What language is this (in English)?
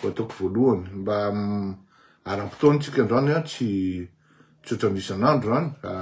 Malagasy